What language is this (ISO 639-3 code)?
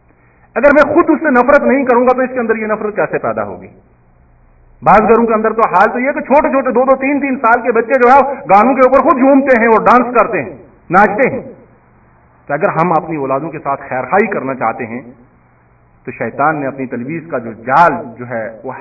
urd